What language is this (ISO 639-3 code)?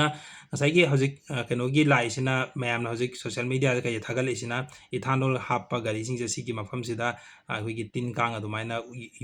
mni